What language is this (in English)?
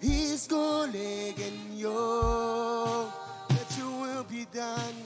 Marshallese